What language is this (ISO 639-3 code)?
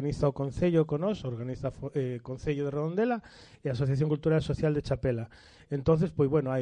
glg